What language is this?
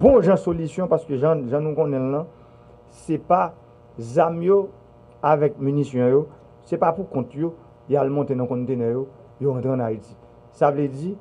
Haitian Creole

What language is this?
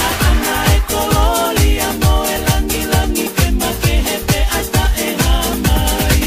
Tongan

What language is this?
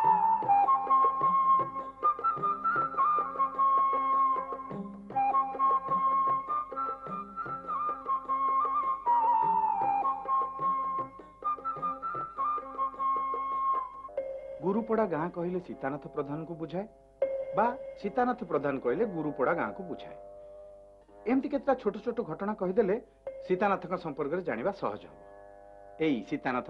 Odia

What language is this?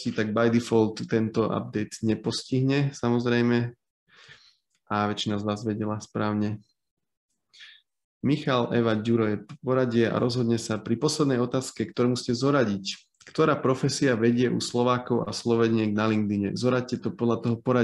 Slovak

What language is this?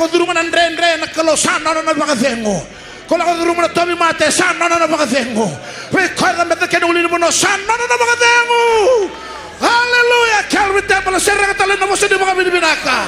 Fijian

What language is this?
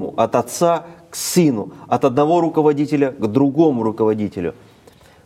Russian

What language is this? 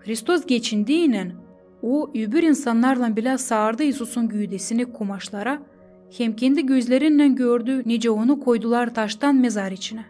Gagauz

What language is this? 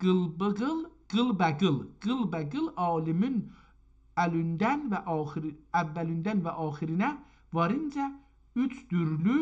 South Azerbaijani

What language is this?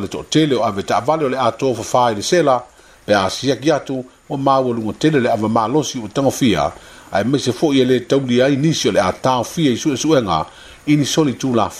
Samoan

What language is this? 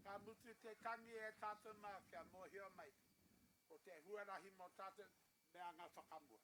Māori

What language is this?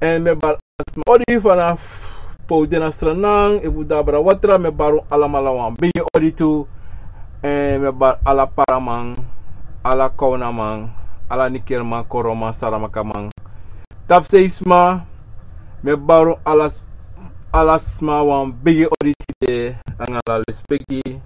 Sranan Tongo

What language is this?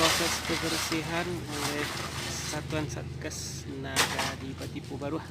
Minangkabau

